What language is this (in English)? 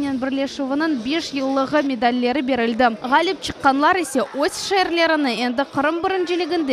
Crimean Tatar